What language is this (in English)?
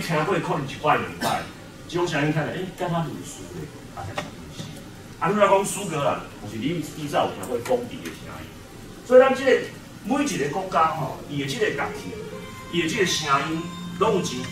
Min Nan Chinese